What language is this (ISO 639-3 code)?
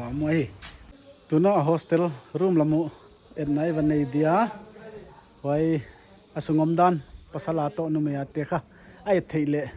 pck